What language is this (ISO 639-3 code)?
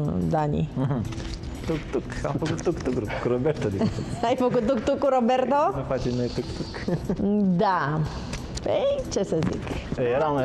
ron